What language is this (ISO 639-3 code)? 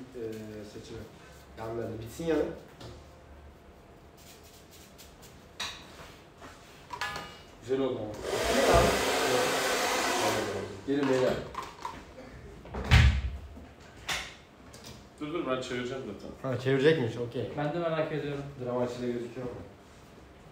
tur